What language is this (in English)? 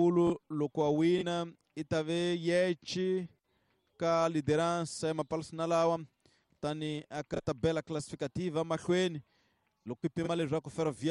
Tsonga